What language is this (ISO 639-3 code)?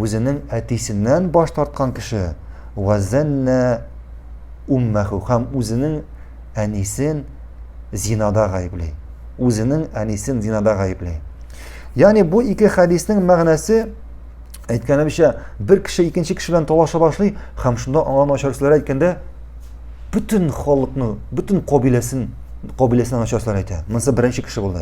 tat